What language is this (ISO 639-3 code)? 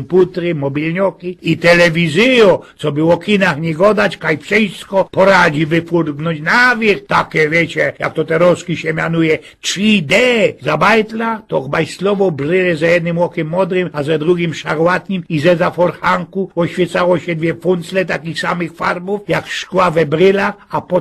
szl